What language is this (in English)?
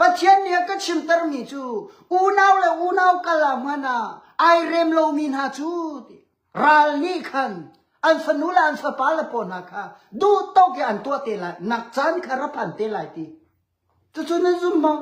Hakha Chin